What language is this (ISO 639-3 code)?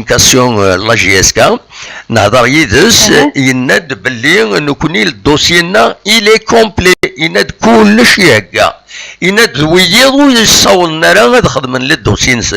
kab